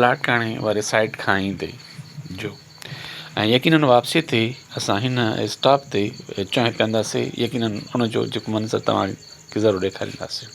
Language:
Sindhi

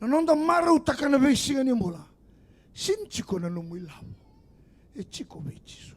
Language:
Fijian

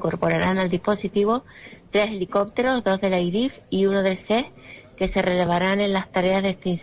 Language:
Spanish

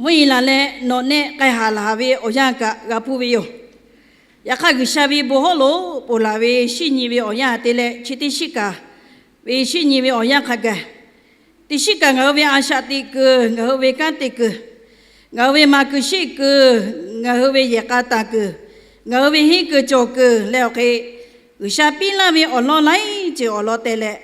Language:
Lahu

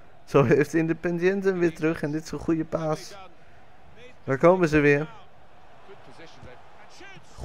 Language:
Dutch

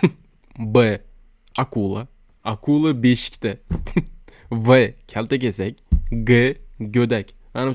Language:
Uzbek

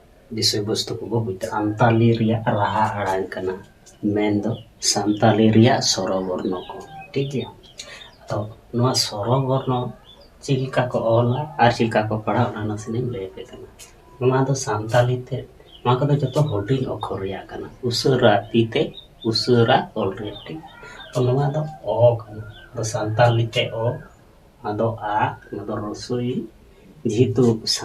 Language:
Santali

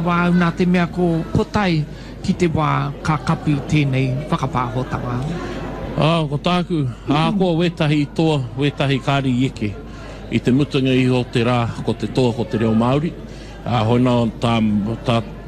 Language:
Māori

